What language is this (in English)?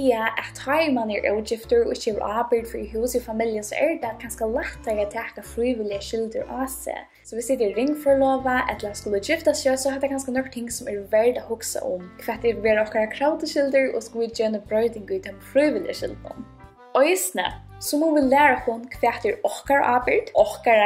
Faroese